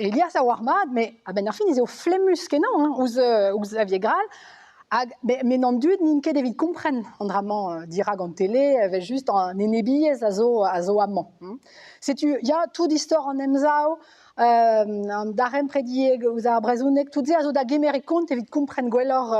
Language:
Breton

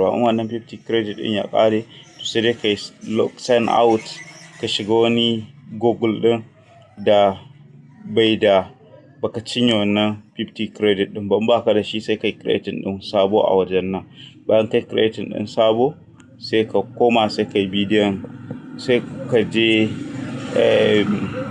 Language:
Hausa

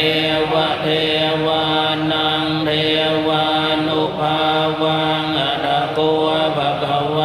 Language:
Pali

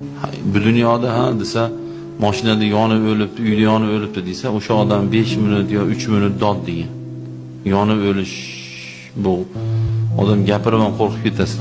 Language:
Uzbek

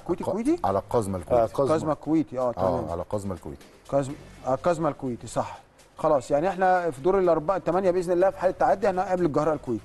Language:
Egyptian Arabic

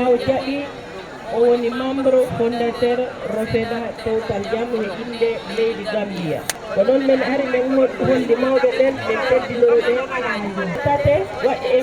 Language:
Fula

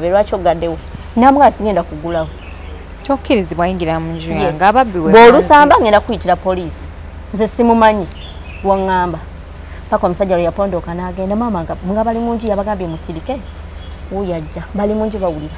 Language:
Ganda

